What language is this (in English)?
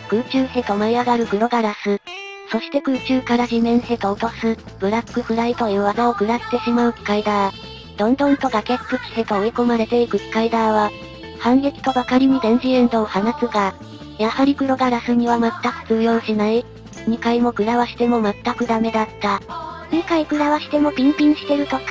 Japanese